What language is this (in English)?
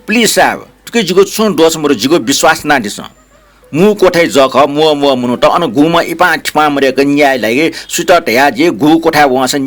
Newari